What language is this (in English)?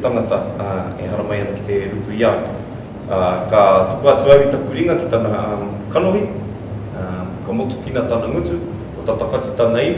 Māori